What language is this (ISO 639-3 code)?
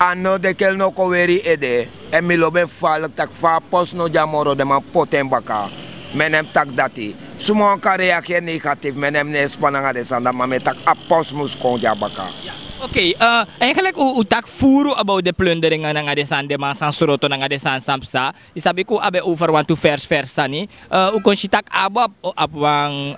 srn